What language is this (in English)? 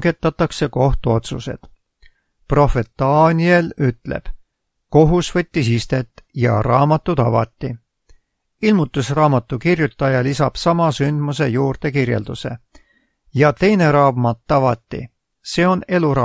Estonian